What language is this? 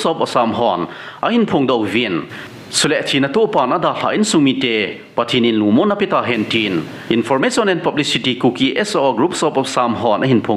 Thado Chin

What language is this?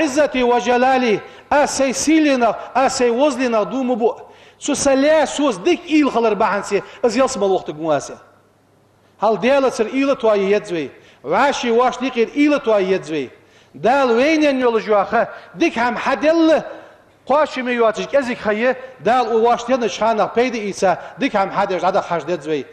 Ingush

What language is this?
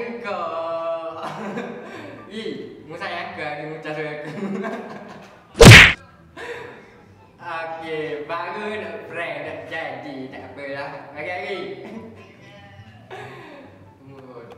Malay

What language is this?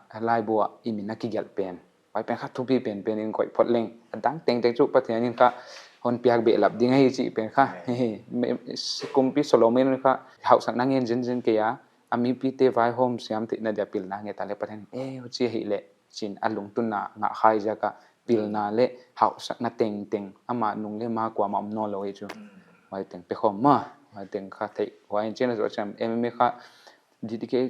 Paite Chin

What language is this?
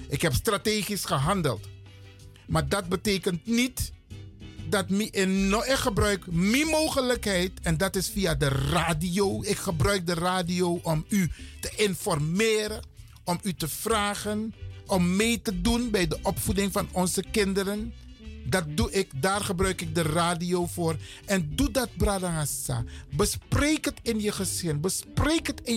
Dutch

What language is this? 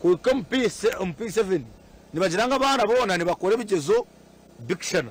Nyankole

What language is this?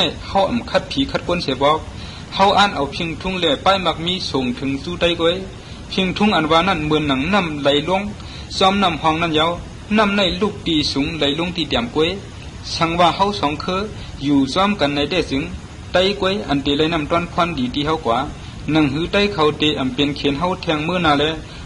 Shan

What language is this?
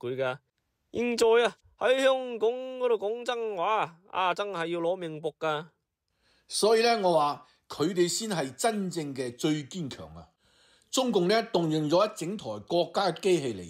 Cantonese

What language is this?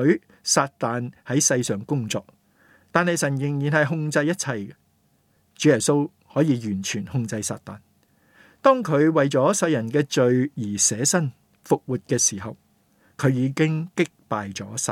Cantonese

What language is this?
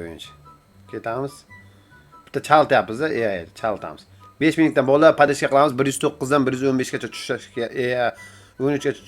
Uzbek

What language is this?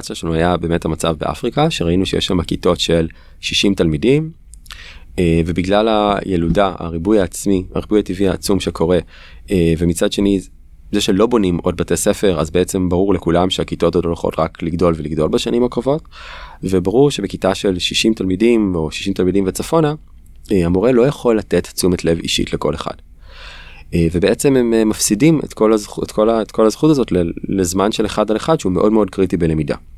Hebrew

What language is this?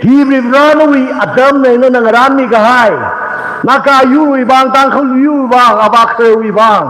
Tangkhul Naga (India)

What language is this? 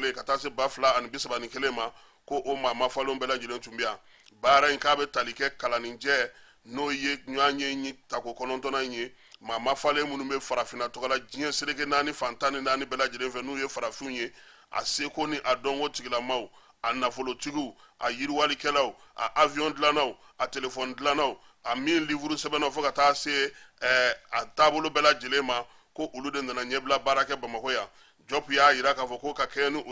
Bambara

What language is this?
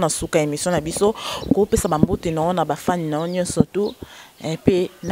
Lingala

